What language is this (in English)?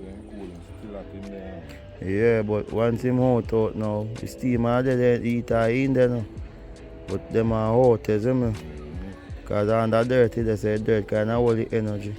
Jamaican Creole English